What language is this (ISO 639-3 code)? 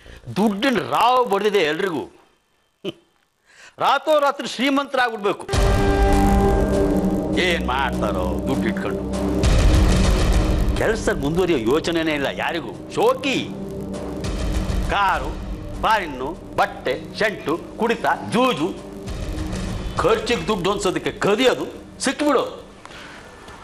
kan